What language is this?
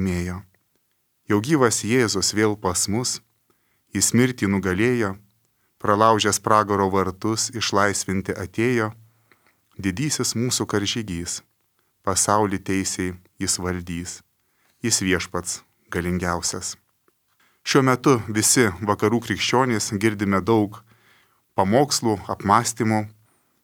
Lithuanian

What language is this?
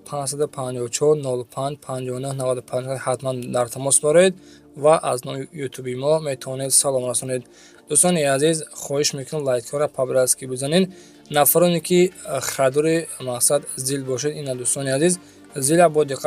Tajik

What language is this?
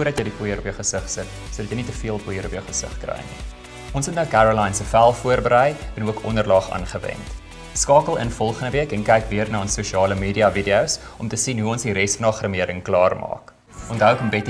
Afrikaans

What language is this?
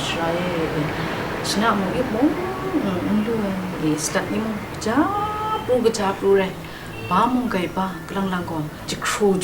Kachin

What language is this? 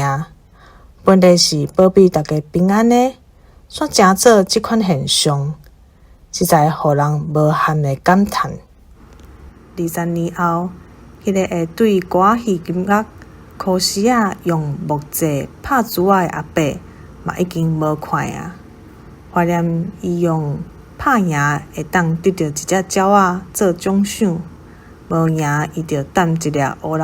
Min Nan Chinese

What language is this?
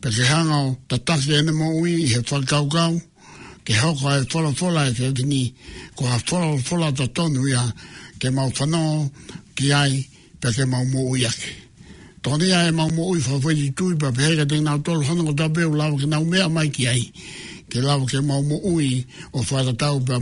Tongan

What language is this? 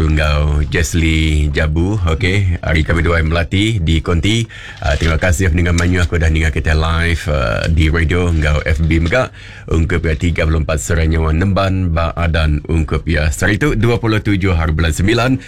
Iban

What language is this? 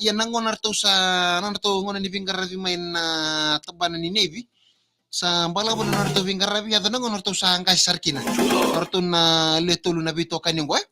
Fijian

